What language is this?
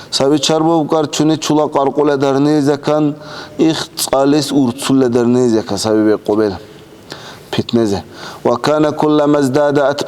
Dargwa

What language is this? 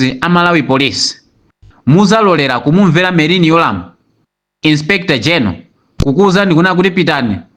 Nyanja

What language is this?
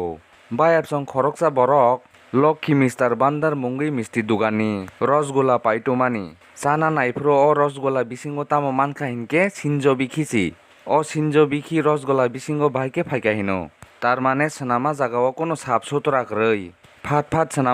Kok Borok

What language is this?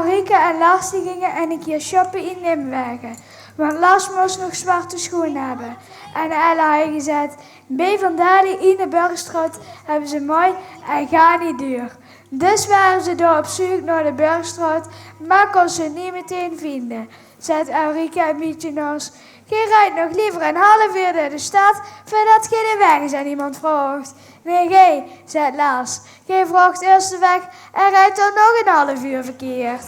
Limburgish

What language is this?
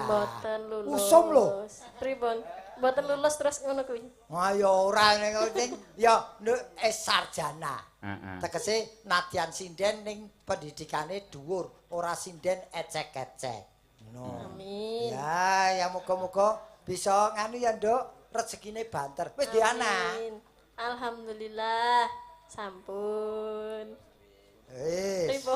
Javanese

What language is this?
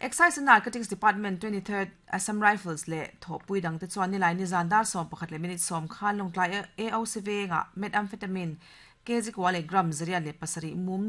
Mizo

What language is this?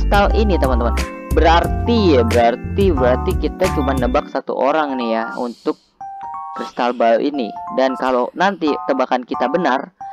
Indonesian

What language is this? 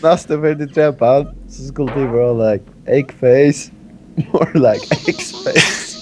Faroese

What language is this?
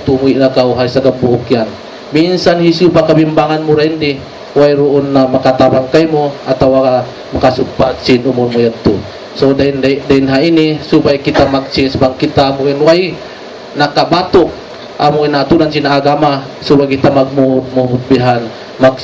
Tausug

